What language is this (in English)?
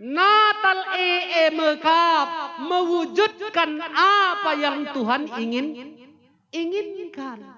Batak Karo